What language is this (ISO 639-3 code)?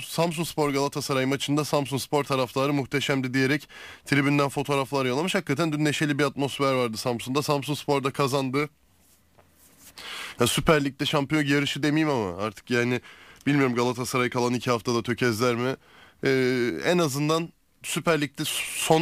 tur